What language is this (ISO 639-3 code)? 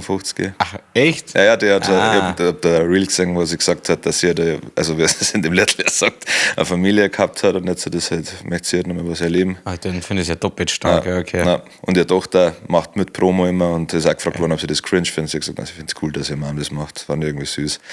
bar